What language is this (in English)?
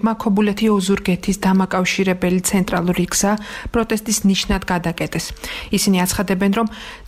Georgian